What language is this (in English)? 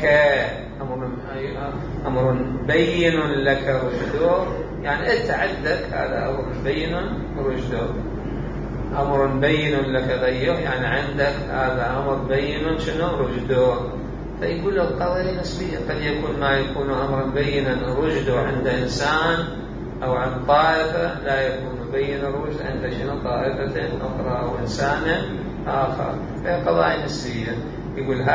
Mesopotamian Arabic